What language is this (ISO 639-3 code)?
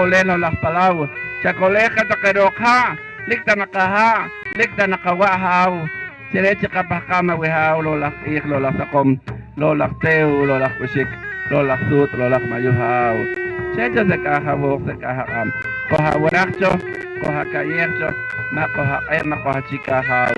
poh